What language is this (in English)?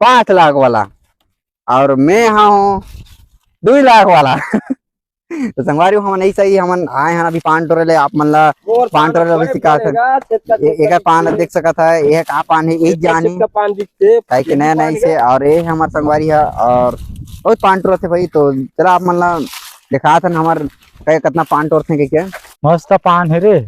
Chhattisgarhi